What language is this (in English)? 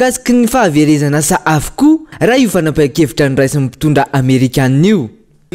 Malagasy